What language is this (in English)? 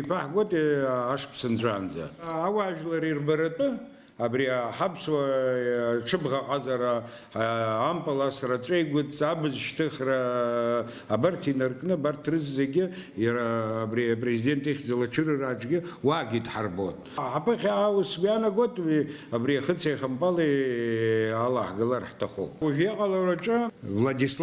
Abkhazian